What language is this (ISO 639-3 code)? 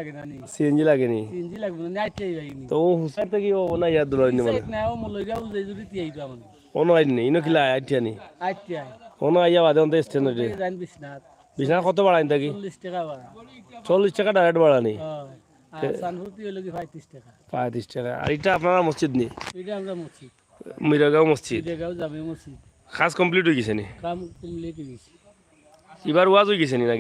syl